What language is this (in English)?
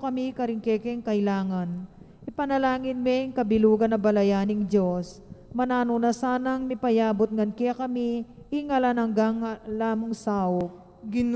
Pampanga